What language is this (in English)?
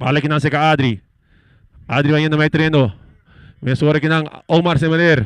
Papiamento